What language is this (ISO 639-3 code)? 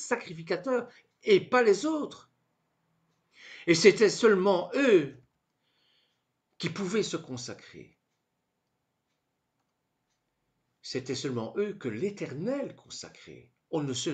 fra